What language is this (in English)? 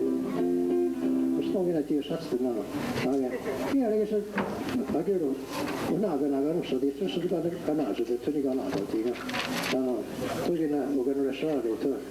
Mohawk